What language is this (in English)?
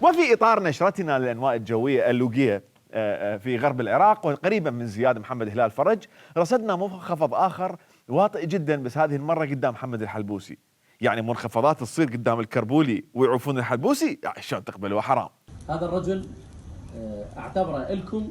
Mesopotamian Arabic